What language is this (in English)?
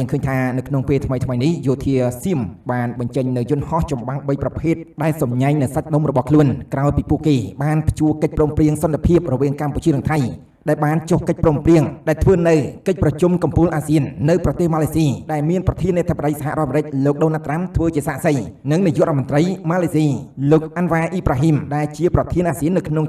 Khmer